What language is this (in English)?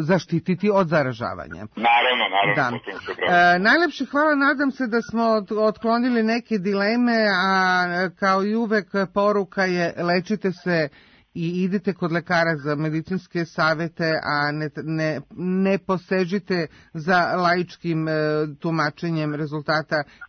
Serbian